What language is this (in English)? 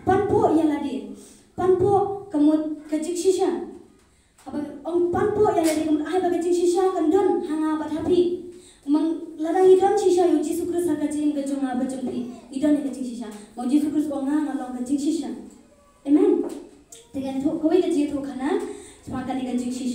Khasi